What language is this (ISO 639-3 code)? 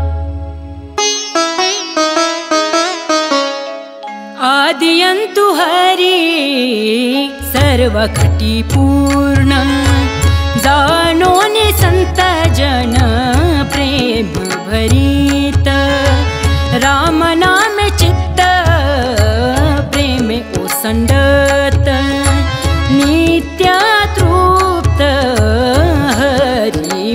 mar